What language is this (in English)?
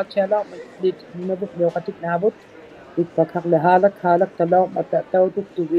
Inuktitut